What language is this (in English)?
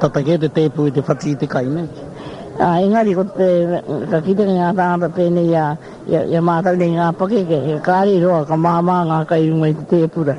Māori